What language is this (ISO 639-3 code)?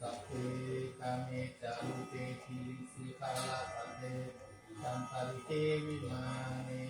pli